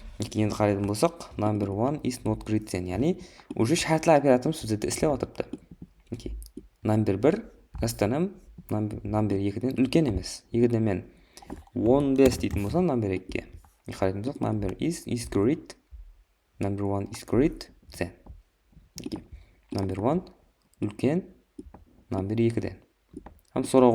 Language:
Kara-Kalpak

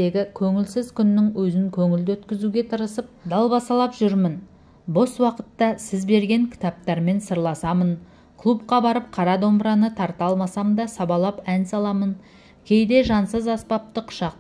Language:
Kazakh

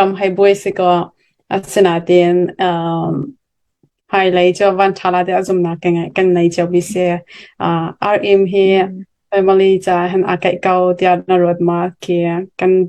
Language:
Hakha Chin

